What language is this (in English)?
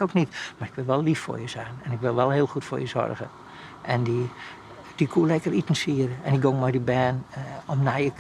Western Frisian